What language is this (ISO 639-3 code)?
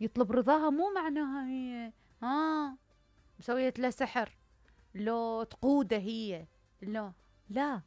acm